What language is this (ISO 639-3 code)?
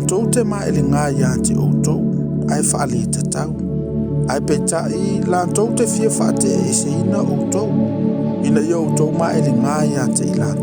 smo